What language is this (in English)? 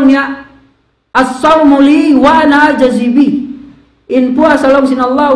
Tausug